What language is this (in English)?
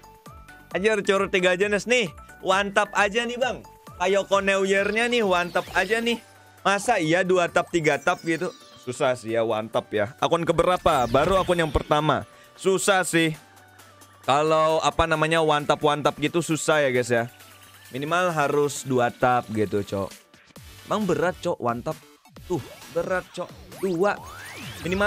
Indonesian